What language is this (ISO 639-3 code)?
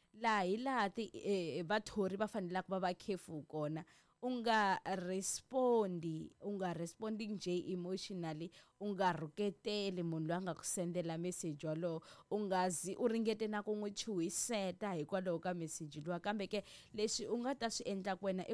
tso